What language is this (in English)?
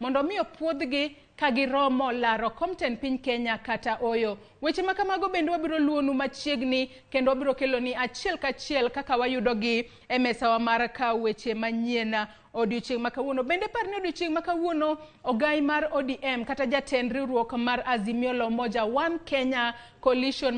Luo (Kenya and Tanzania)